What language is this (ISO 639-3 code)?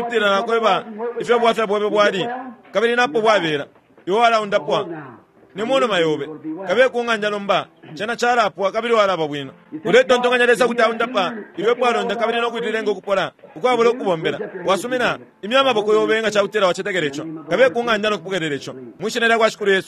bem